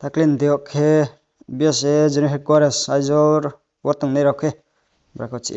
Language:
Riang (India)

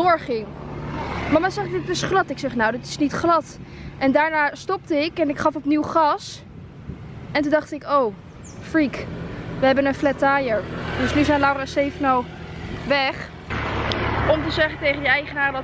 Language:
Dutch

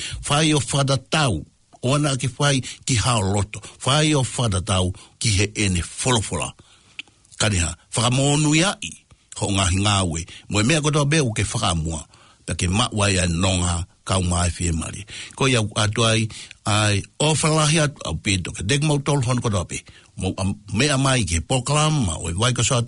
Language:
Tongan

